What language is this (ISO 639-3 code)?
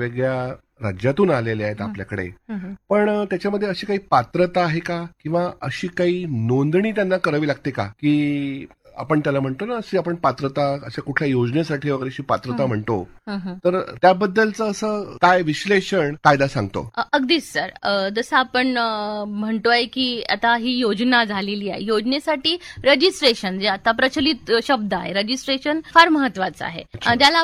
mar